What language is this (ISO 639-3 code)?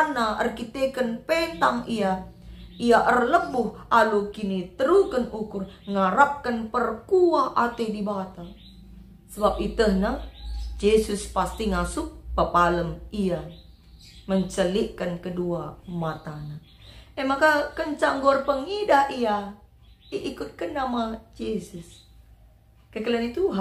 btx